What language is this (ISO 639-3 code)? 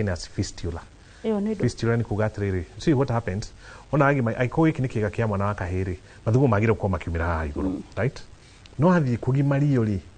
kik